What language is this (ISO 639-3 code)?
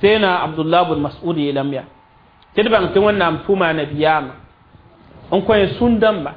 mos